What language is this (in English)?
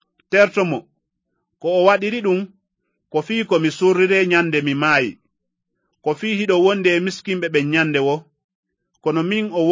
Fula